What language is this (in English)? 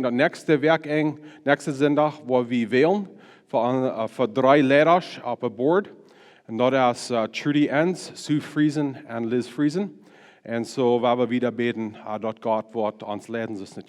Plautdietsch